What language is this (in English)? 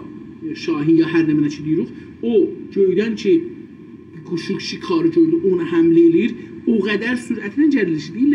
South Azerbaijani